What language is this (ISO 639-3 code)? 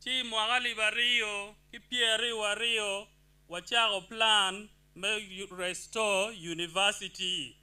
ach